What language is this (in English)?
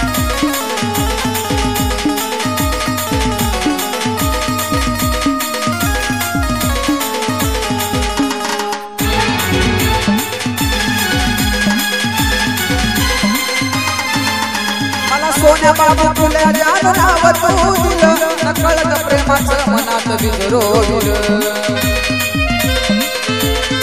Marathi